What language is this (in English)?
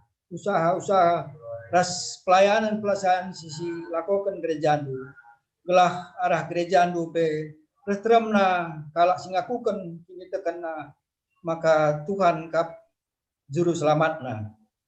Batak Karo